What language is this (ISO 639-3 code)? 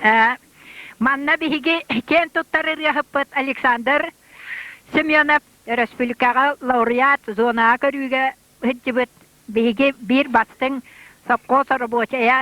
sah